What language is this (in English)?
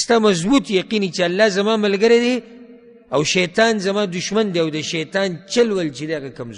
Pashto